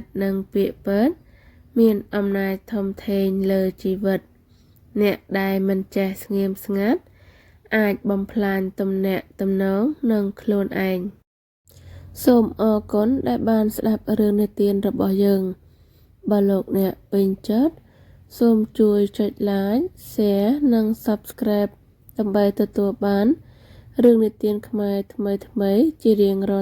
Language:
Khmer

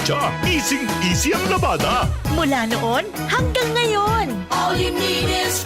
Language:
Bikol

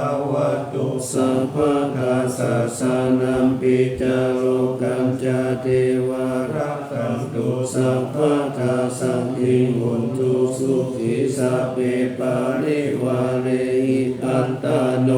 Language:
Pali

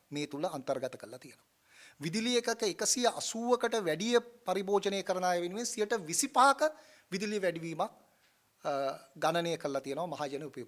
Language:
Sinhala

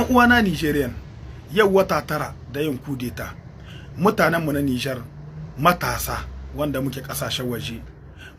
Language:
Hausa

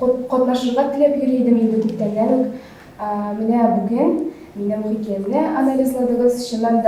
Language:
Tatar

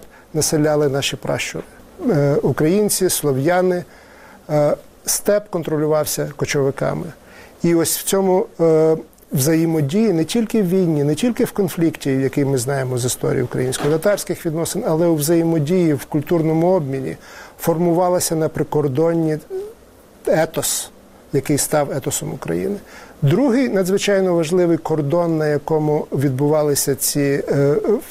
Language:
Ukrainian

